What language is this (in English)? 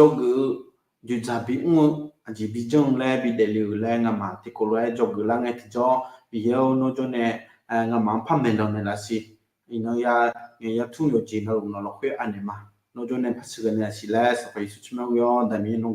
Akha